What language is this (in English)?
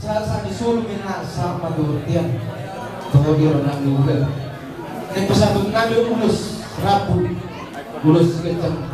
Batak Toba